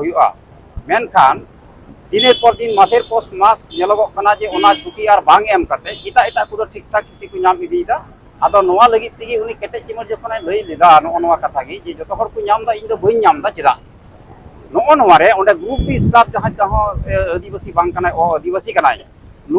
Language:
Santali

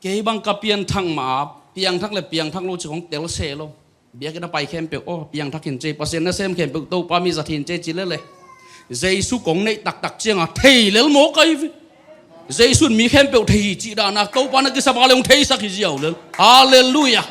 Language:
Tedim Chin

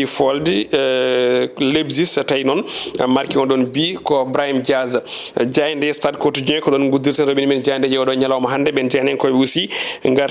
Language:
Fula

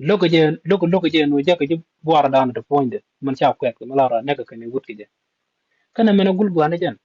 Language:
Nuer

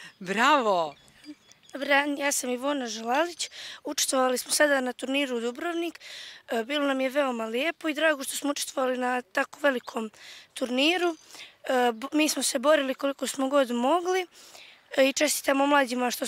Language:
Bosnian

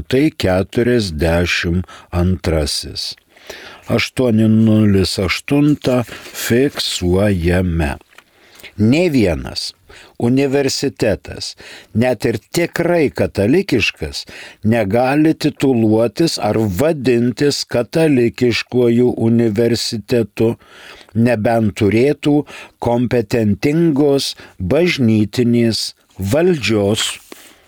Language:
Lithuanian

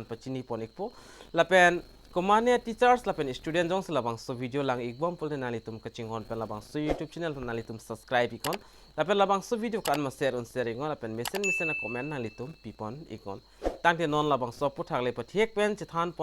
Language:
Karbi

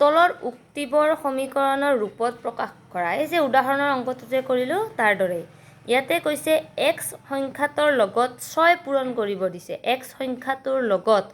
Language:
Assamese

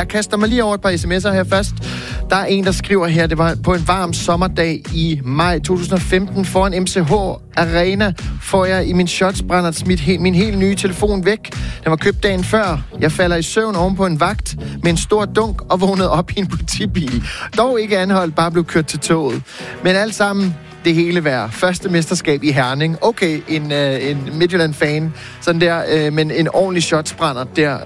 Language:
Danish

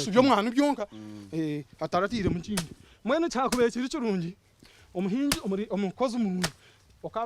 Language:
Nyankole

